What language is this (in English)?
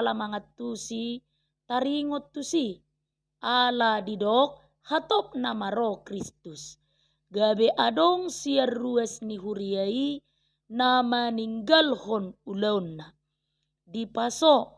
Batak Toba